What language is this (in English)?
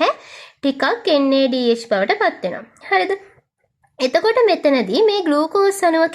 Sinhala